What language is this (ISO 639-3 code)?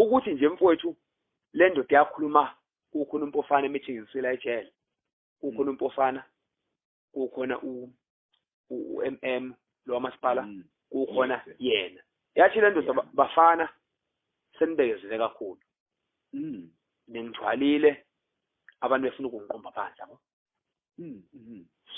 zul